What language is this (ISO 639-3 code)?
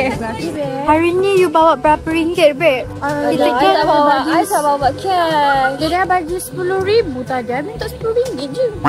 msa